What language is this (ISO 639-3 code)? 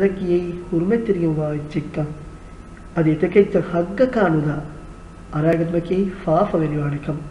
div